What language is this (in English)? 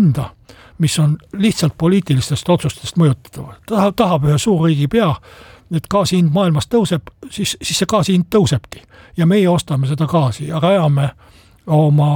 Estonian